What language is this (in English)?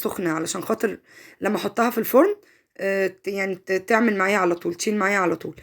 Egyptian Arabic